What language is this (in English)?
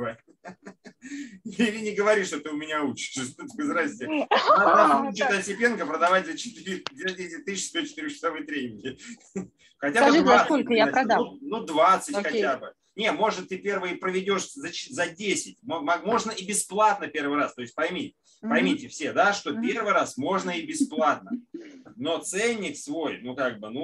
Russian